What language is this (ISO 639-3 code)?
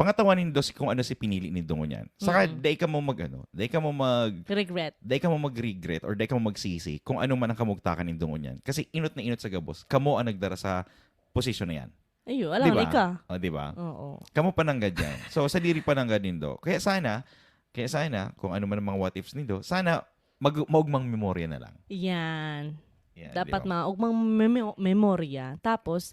bik